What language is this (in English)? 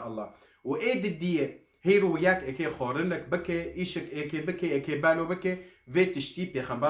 Kurdish